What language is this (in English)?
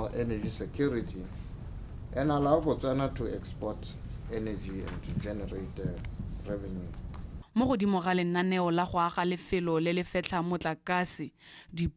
Tswana